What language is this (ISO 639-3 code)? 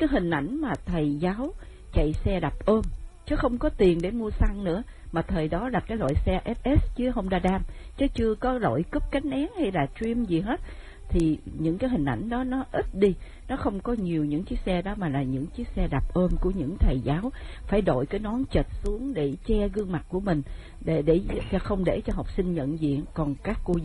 vie